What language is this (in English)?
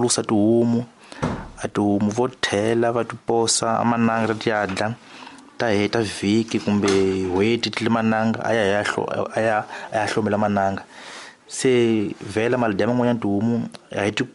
Tsonga